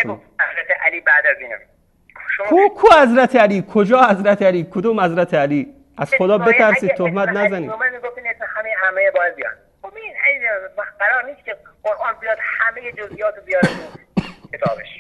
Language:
Persian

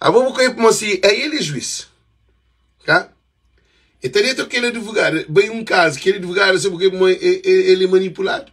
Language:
Kabuverdianu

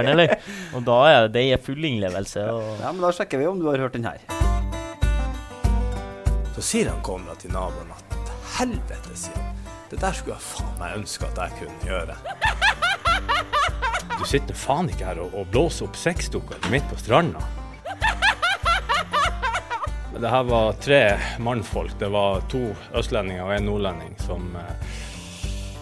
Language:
Norwegian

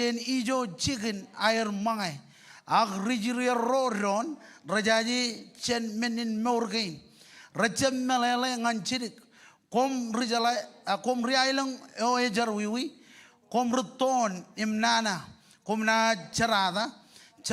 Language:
Marshallese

